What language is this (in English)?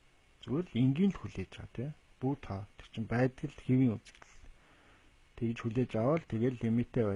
Mongolian